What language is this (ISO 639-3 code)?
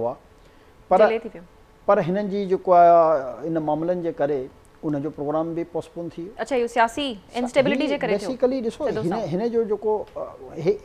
snd